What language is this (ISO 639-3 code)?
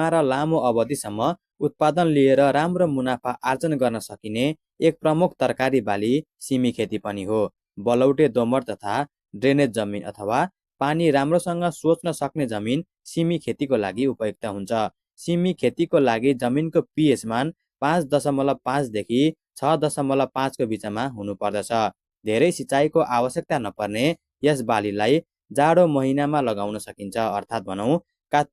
nep